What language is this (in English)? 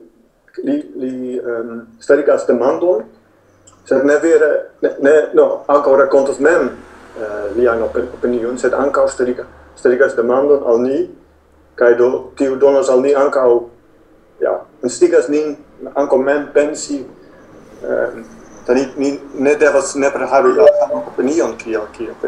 Esperanto